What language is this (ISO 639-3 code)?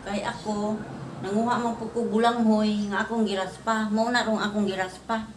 ceb